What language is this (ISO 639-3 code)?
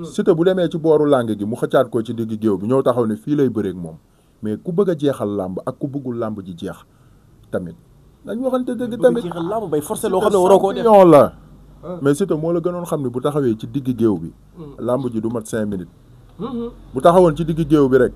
wol